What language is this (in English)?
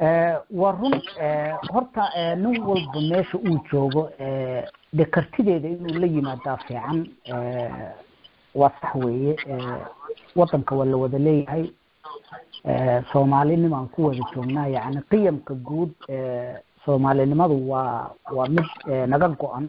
Somali